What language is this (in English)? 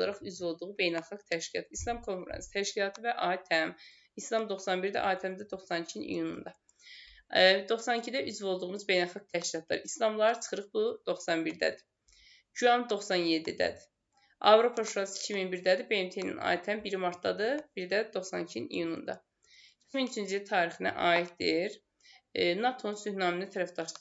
Azerbaijani